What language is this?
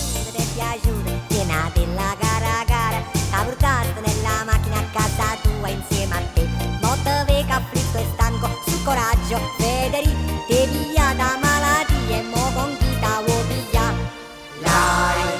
Neapolitan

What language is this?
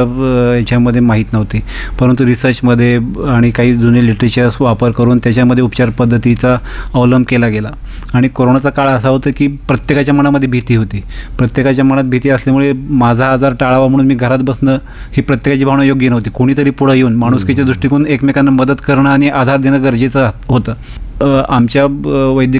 Marathi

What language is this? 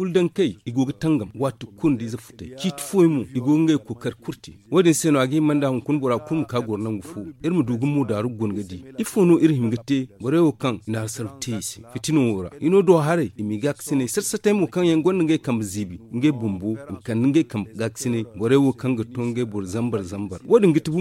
Zarma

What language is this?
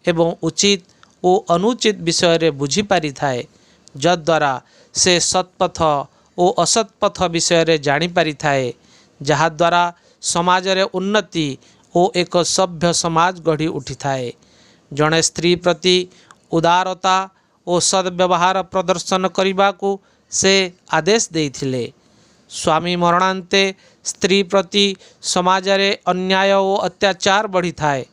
Odia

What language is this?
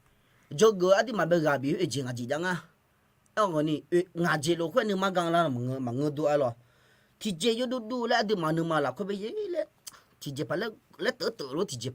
Akha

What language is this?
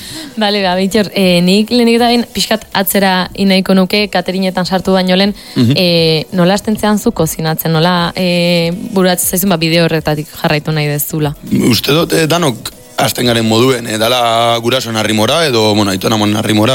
Basque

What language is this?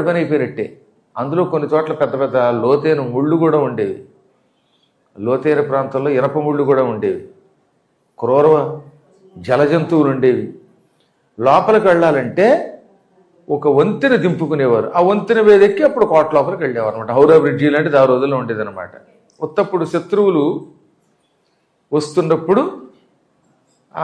Telugu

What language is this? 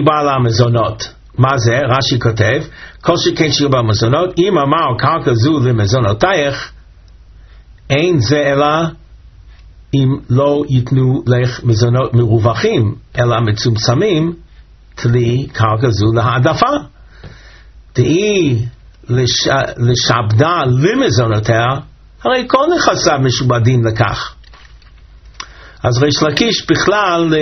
Hebrew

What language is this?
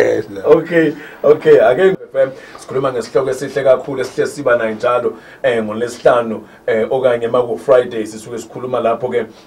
Zulu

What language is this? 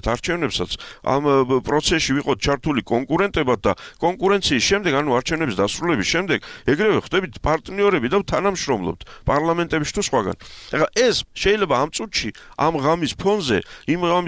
Georgian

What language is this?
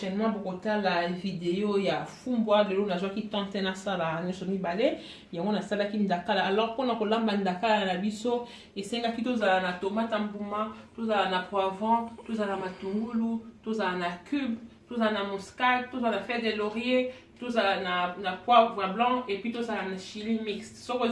Lingala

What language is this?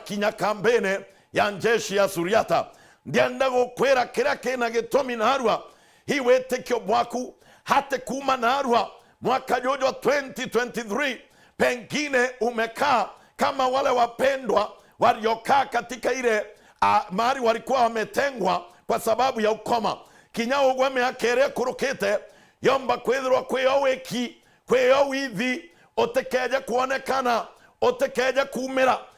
Meru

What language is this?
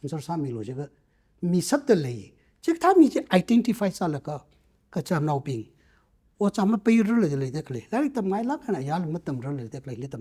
Tangkhul Naga (India)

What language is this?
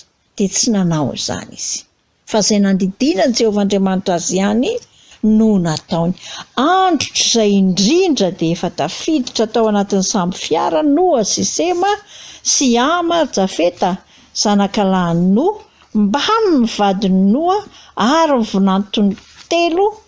Malagasy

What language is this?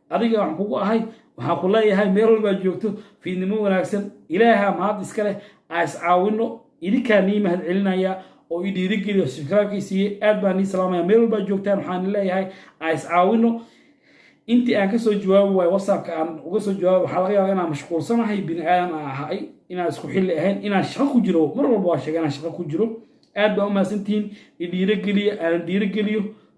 Somali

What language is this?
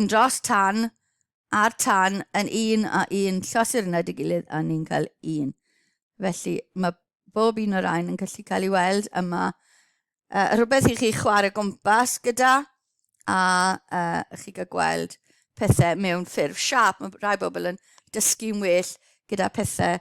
Welsh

